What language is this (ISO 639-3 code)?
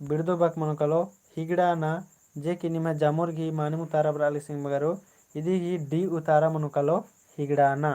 kru